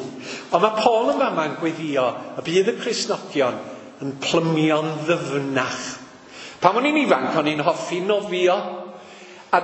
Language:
Welsh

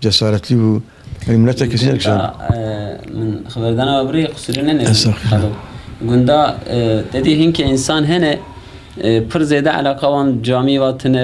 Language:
Kurdish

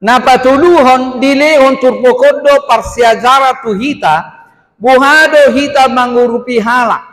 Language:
Batak Toba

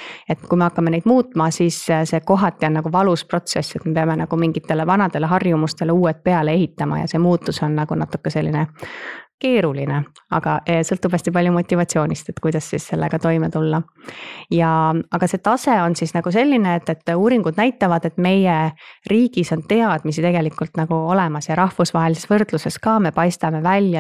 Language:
Estonian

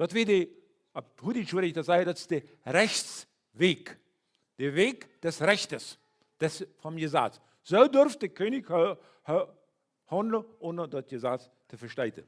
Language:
Plautdietsch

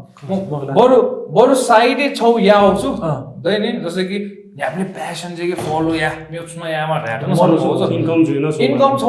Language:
Newari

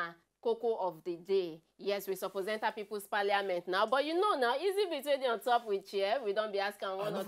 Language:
Nigerian Pidgin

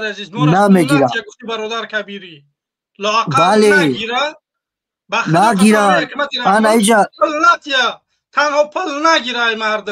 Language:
Tajik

